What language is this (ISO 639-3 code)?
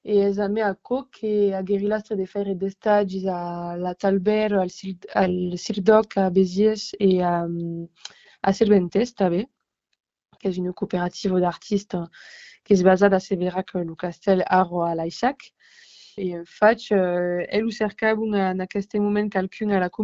oci